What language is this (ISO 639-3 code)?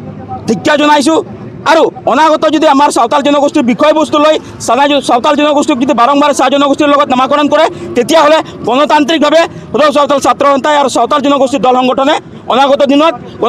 asm